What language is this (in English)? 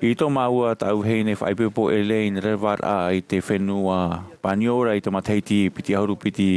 Tahitian